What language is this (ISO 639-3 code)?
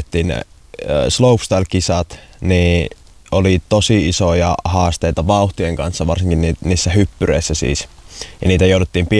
fin